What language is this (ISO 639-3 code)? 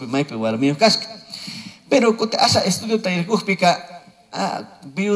qug